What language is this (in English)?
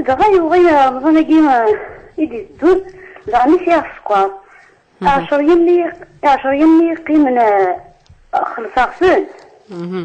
Kabyle